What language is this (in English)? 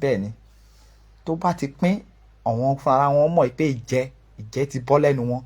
Yoruba